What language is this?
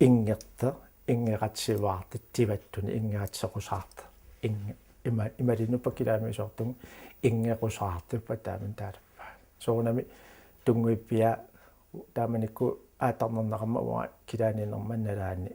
Kalaallisut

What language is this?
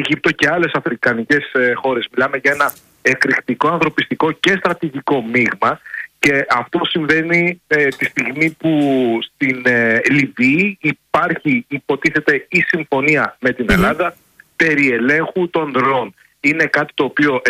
Greek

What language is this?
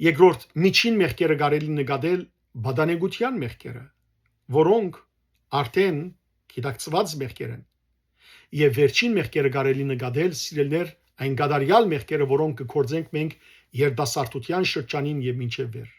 Western Armenian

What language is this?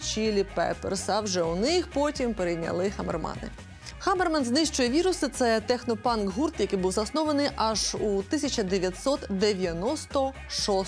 Ukrainian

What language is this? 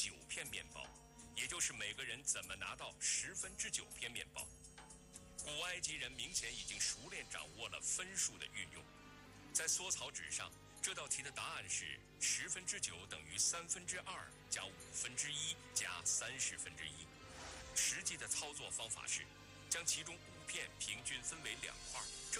Chinese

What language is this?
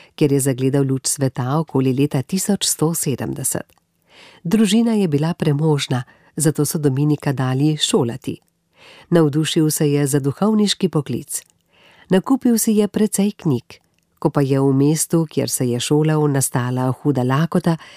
Slovenian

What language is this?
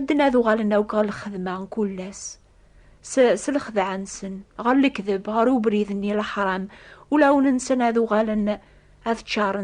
Kabyle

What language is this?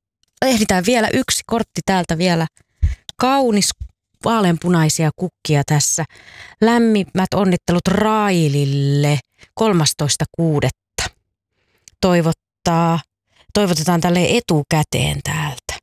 Finnish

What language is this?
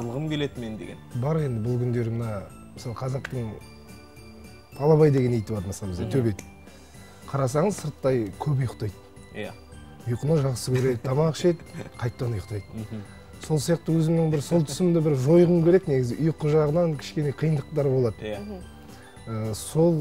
Kazakh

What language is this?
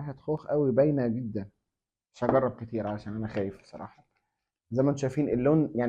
Egyptian Arabic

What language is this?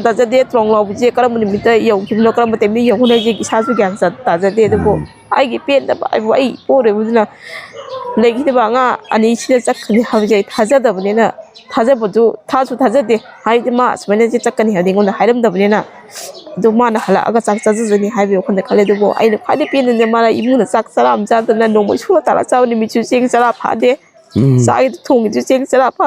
Manipuri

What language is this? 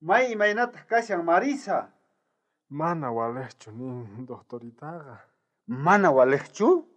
South Bolivian Quechua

